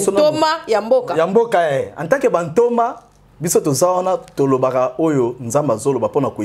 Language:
Lingala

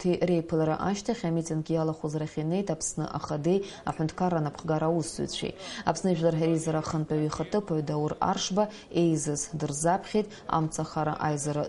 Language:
Abkhazian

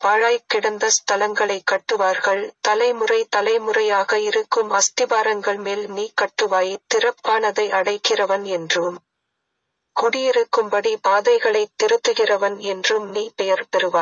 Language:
Tamil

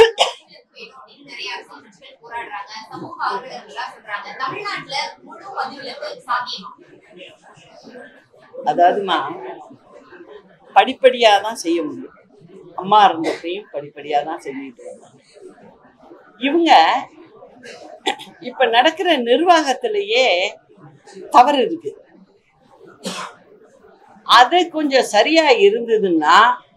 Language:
Tamil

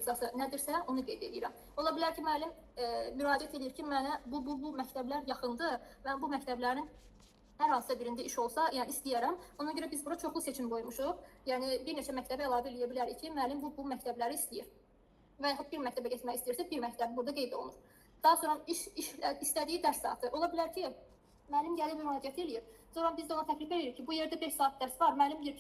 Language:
Azerbaijani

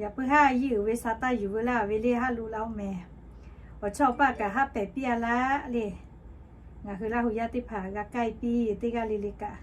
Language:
Lahu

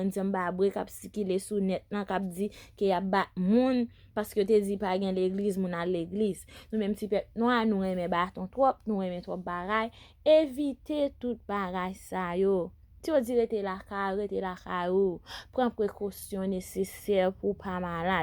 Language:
Haitian Creole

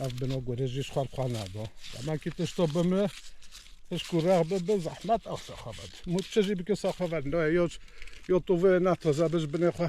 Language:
Kurdish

